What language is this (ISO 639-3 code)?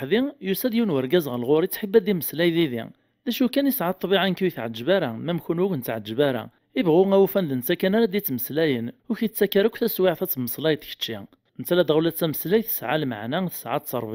kab